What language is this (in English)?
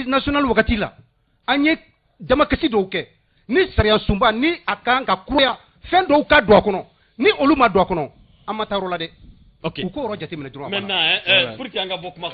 Bambara